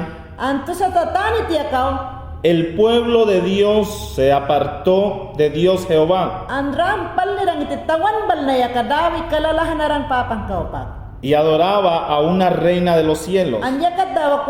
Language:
Mayangna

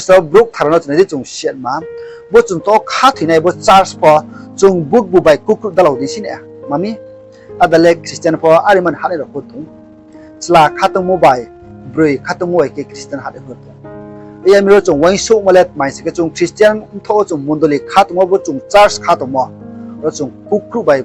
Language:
Riang (India)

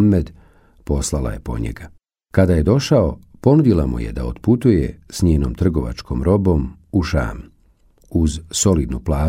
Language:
Bosnian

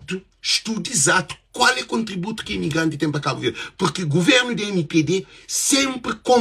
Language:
Kabuverdianu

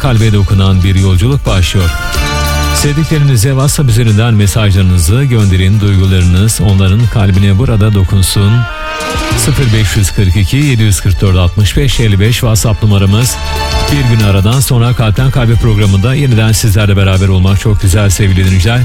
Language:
Turkish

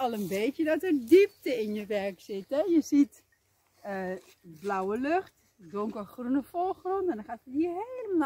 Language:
Dutch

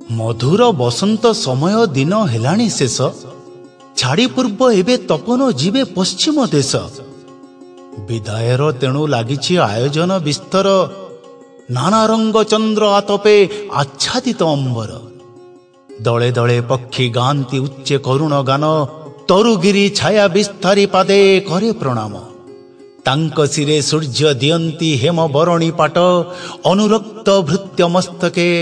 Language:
Odia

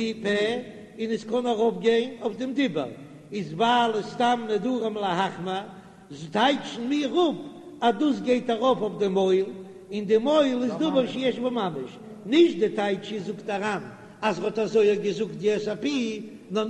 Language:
Yiddish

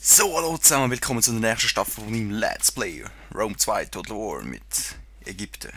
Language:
Swiss German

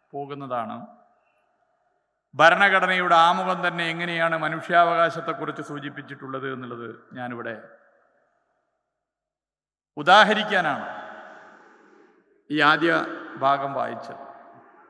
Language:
Malayalam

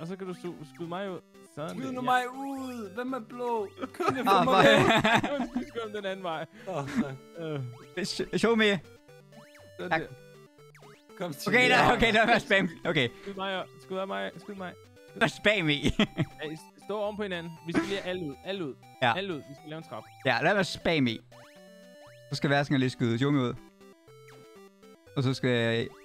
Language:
Danish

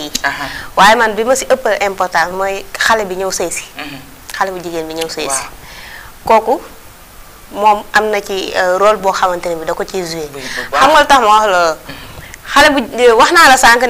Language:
Wolof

